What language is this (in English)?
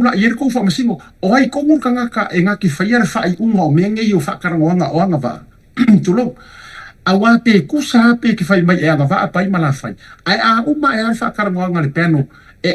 Samoan